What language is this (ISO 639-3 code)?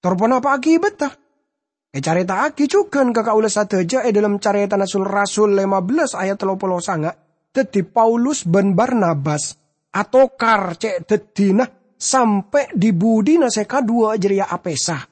mad